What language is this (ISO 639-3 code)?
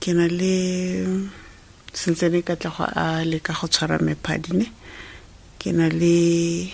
sot